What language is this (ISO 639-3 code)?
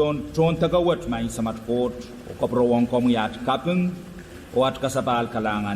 pon